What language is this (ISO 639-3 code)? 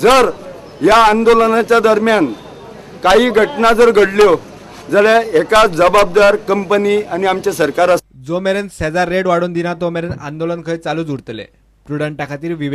kok